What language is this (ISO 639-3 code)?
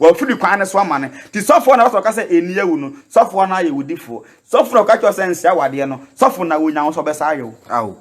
aka